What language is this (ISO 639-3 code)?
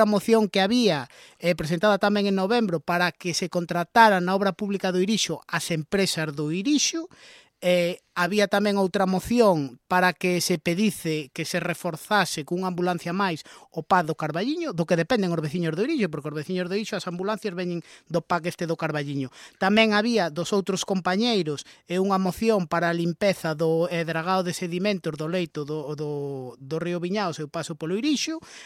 glg